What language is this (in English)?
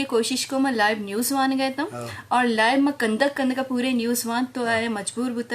Eastern Balochi